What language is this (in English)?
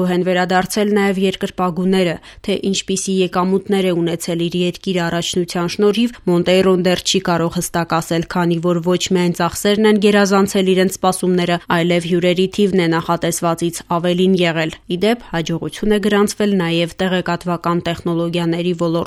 Armenian